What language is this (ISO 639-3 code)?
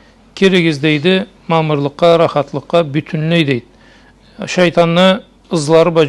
krc